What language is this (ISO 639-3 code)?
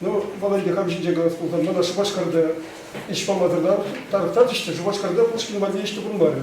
chv